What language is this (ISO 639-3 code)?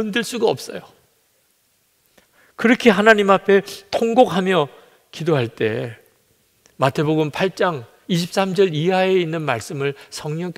kor